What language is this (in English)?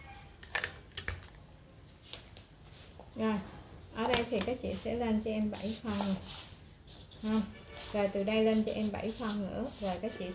Vietnamese